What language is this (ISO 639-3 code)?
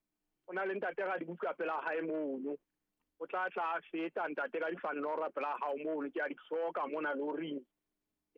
sot